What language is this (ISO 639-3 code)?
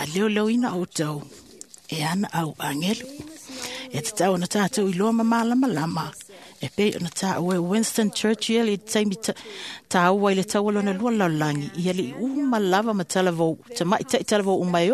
smo